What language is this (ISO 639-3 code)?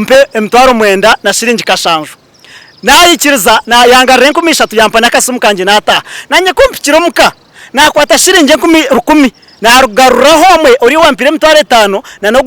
nyn